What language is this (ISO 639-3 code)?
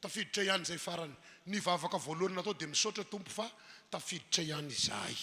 mlg